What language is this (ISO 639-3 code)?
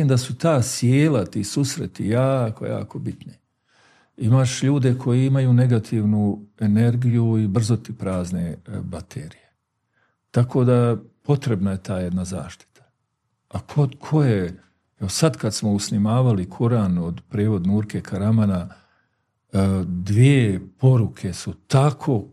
bos